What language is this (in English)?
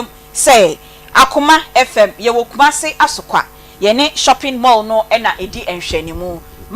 Akan